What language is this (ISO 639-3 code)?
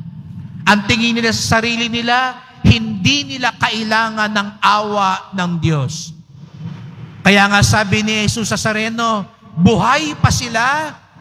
fil